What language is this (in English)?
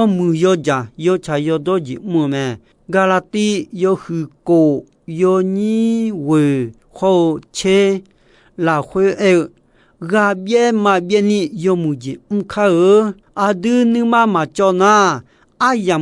Akha